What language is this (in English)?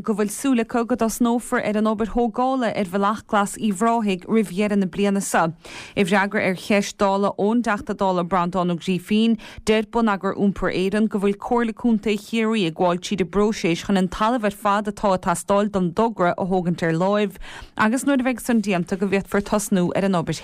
Irish